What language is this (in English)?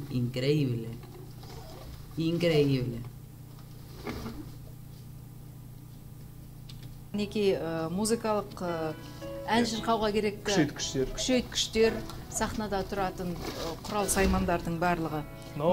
Kazakh